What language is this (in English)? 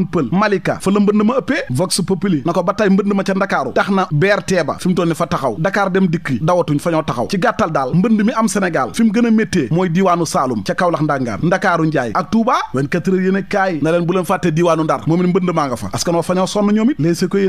Wolof